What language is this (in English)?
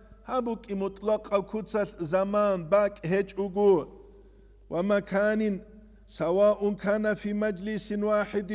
Avaric